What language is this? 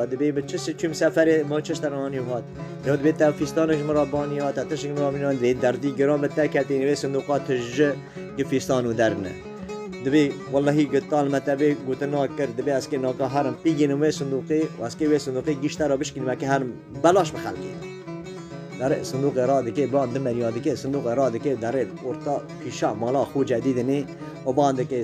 Kurdish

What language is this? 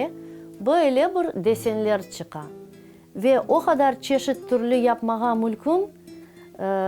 Crimean Tatar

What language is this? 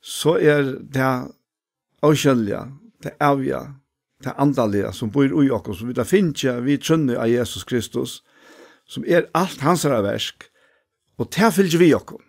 Faroese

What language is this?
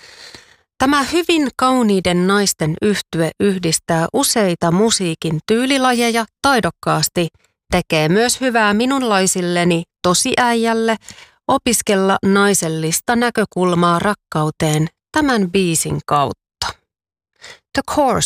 Finnish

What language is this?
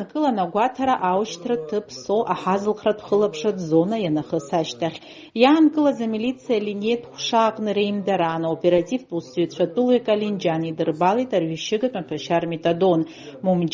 Abkhazian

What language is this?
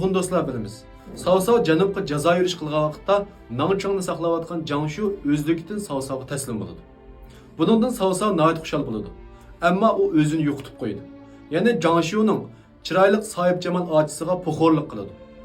Uyghur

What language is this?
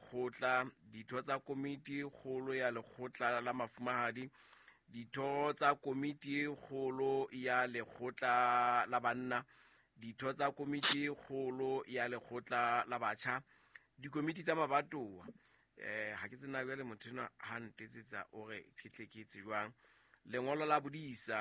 Southern Sotho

